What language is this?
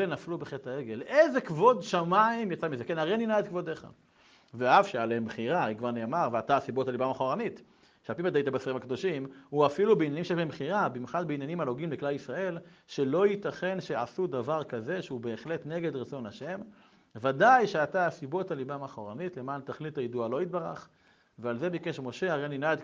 Hebrew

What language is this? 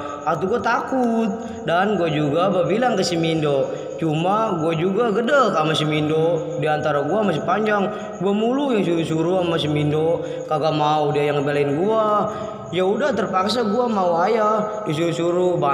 Betawi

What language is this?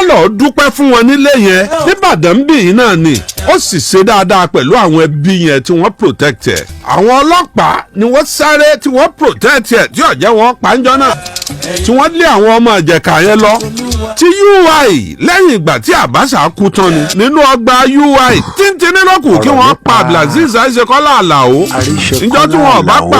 Yoruba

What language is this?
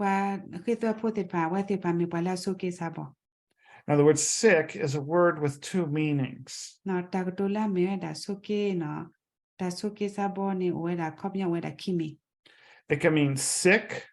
S'gaw Karen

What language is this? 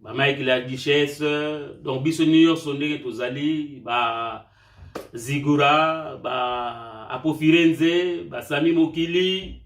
Lingala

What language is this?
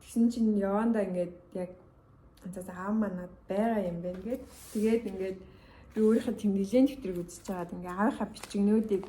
Mongolian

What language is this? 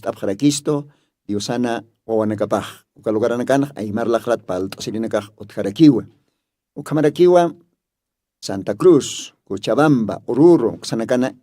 Aymara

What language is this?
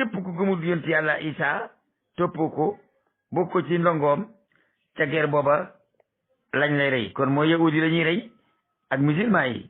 Wolof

